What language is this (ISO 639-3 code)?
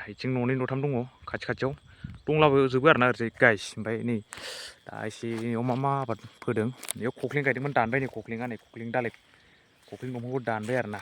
brx